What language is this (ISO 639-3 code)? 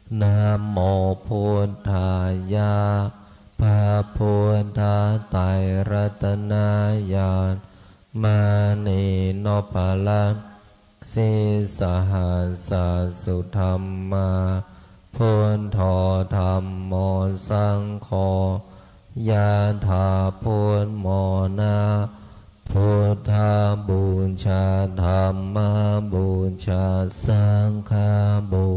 pli